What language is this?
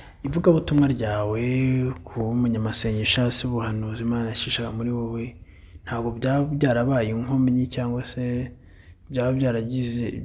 Kinyarwanda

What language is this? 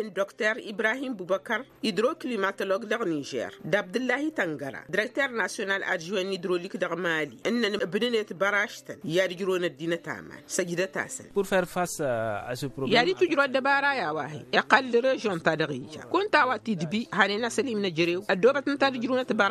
Tamasheq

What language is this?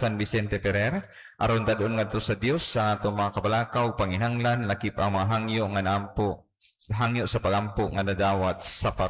Cebuano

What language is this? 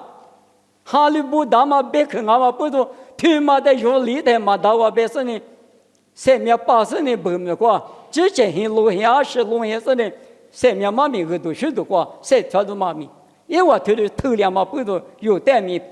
Lisu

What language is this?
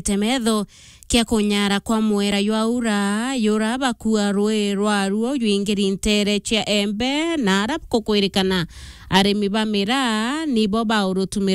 Meru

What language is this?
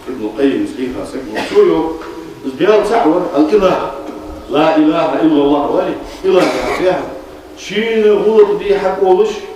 Ingush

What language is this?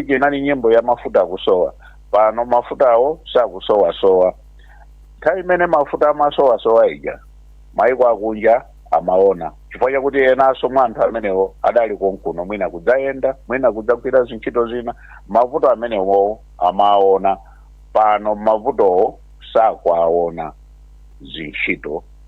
Nyanja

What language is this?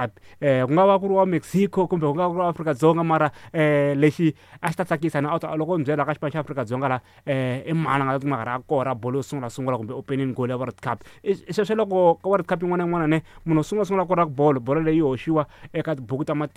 Tsonga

